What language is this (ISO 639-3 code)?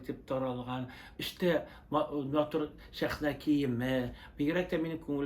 tat